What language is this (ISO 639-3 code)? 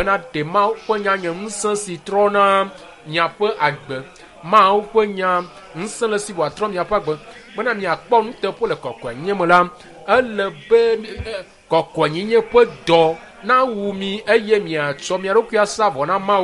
ewe